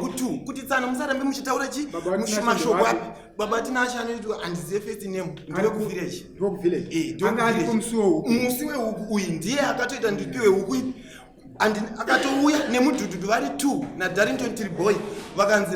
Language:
Shona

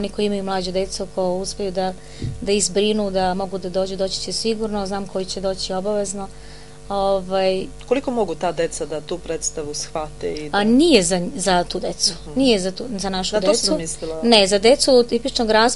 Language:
Serbian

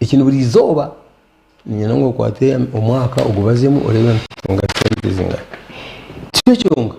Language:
Nyankole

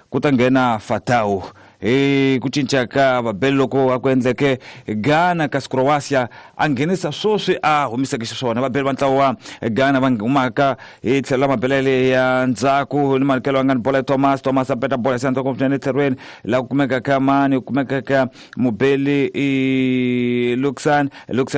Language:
Tsonga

